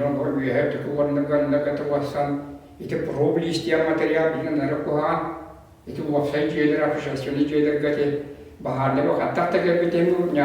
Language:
Yakut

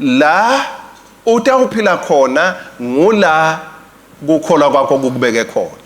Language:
Swati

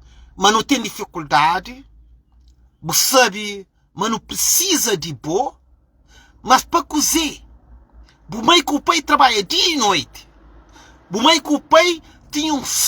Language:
Kabuverdianu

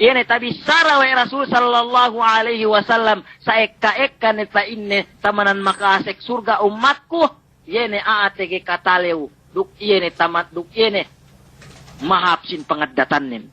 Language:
Yakan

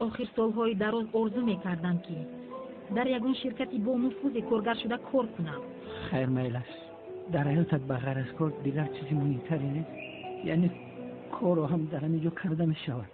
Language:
Tajik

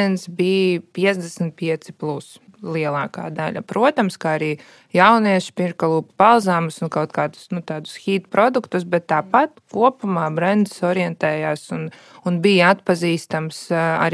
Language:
Latvian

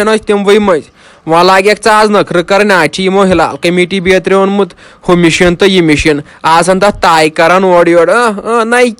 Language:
Kashmiri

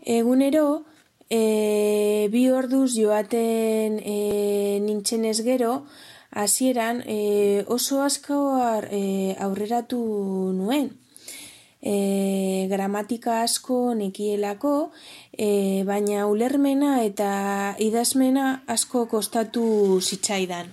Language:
Basque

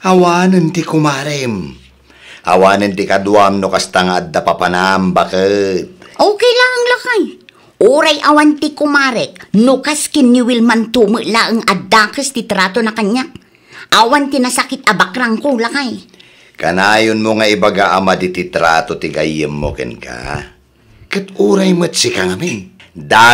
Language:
Iloko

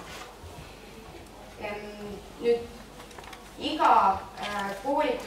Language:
Estonian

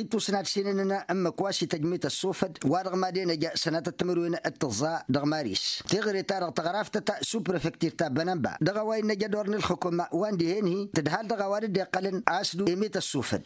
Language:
Tamasheq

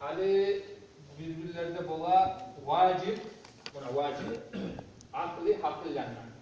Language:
Kumyk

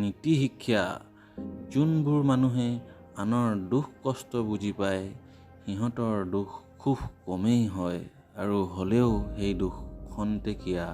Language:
Assamese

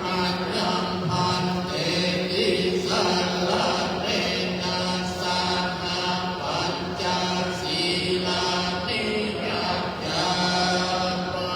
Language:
Pali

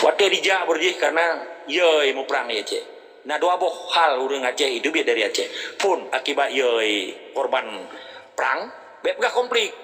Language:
Achinese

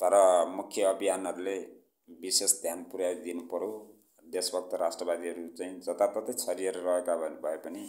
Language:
Nepali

